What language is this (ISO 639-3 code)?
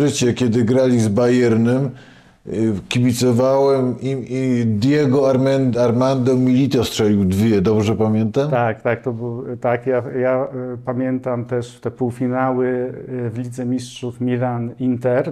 pol